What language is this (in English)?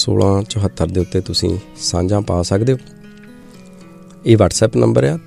Punjabi